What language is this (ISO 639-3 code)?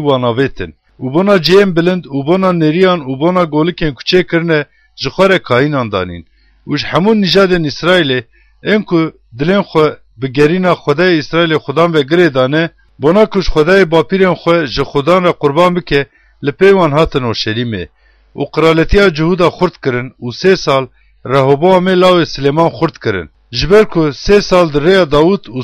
kur